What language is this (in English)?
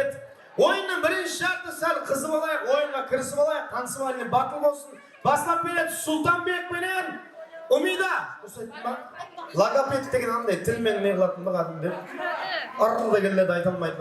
Kara-Kalpak